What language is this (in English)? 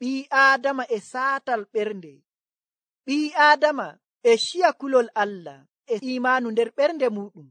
Nigerian Fulfulde